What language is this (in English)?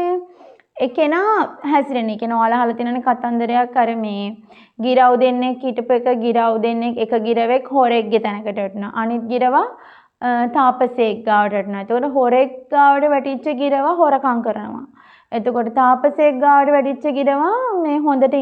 Sinhala